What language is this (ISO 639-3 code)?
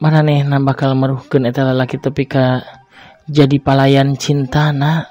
sun